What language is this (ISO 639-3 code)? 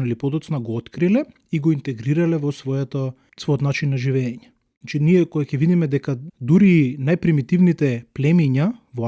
mkd